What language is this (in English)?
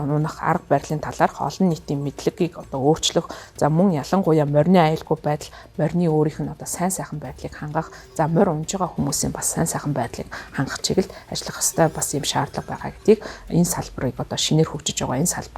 Mongolian